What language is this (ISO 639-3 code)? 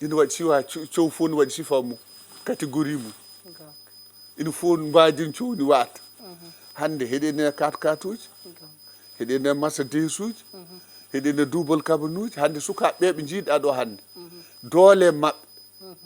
ful